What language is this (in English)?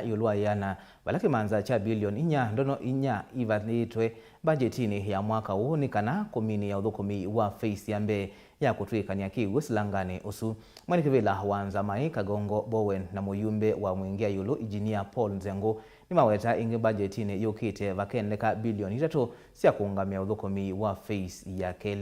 Kamba